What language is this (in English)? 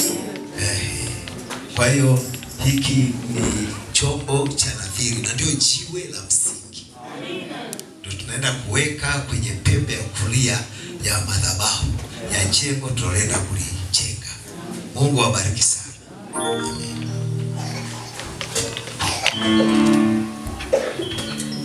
Swahili